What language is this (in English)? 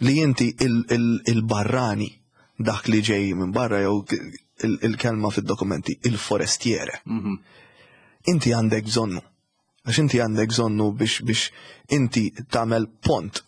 Maltese